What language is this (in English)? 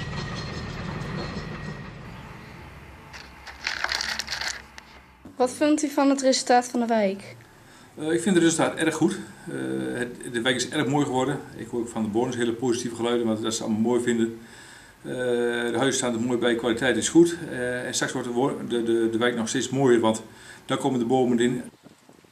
Dutch